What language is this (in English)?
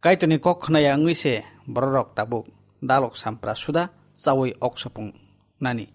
Kok Borok